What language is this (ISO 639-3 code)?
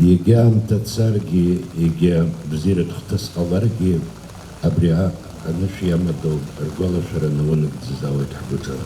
abk